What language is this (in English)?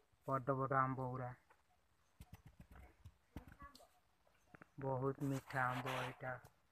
Odia